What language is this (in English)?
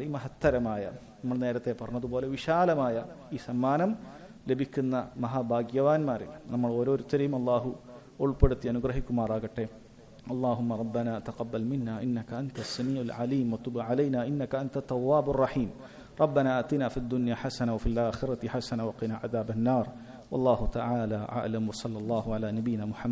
Malayalam